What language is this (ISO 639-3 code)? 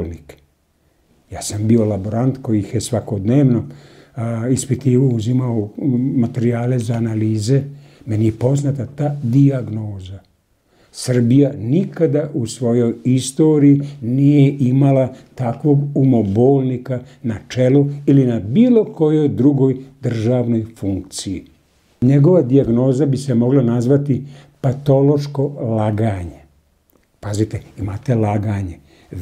srp